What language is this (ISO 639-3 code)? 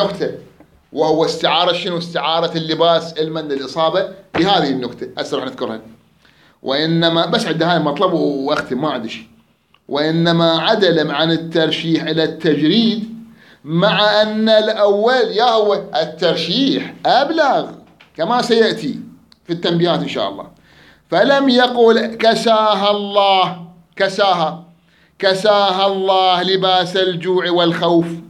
acm